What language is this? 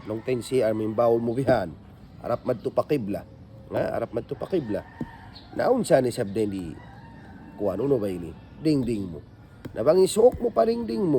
Tausug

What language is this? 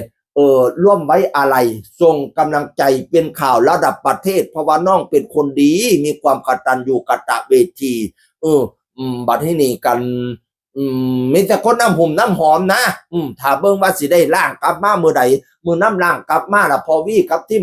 Northeastern Thai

